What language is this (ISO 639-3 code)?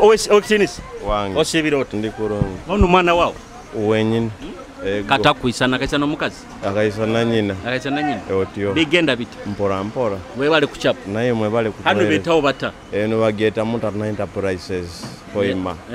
nyo